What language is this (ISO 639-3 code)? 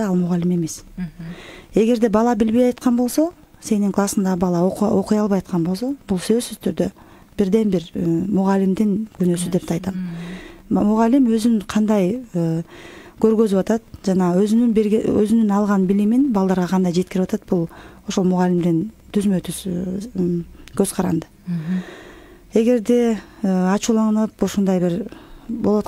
kir